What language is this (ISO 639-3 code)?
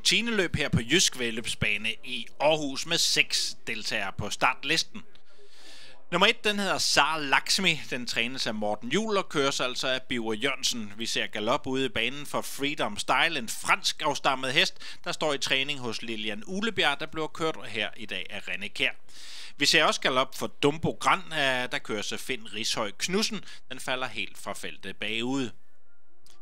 dan